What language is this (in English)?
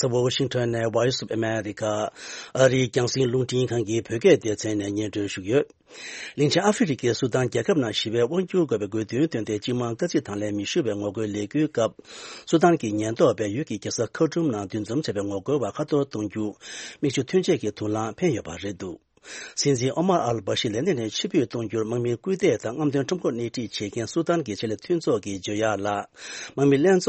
Tibetan